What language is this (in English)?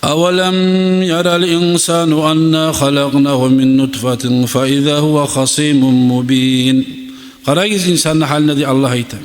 Kumyk